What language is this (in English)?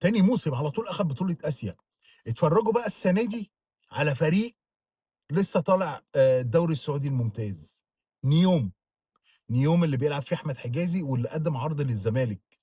Egyptian Arabic